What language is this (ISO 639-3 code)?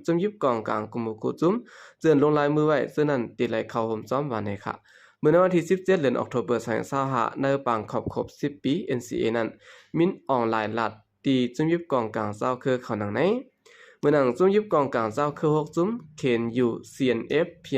shn